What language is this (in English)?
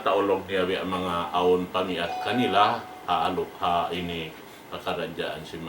Tausug